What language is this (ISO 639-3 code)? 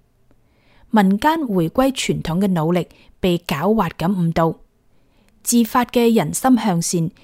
yue